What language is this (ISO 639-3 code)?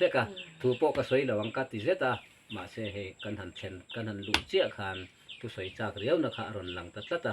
lus